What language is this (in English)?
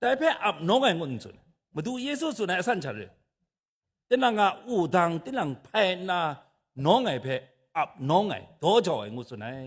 Kachin